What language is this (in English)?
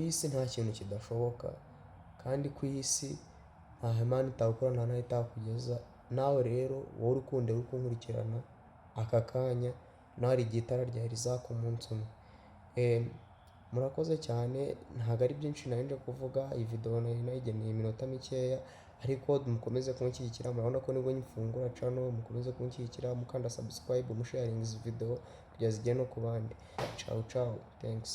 Kinyarwanda